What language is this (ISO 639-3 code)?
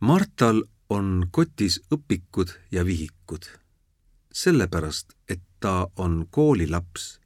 est